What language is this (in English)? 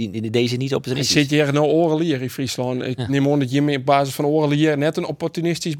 Western Frisian